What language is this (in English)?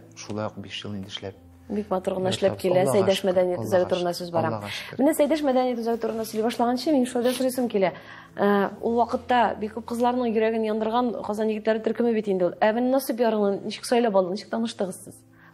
Tatar